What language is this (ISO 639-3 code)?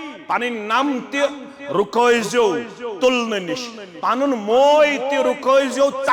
kas